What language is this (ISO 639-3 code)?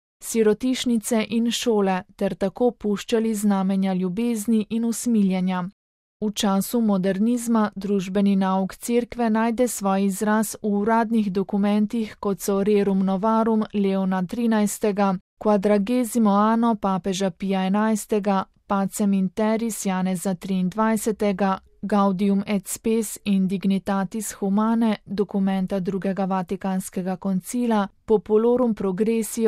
slv